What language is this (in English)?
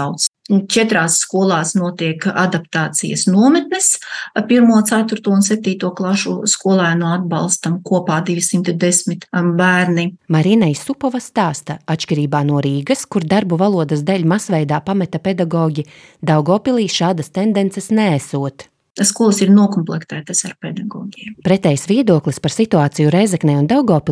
Latvian